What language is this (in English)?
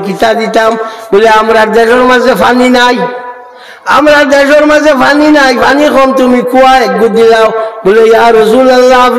Sylheti